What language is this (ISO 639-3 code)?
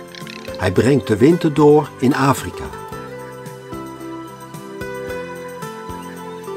nld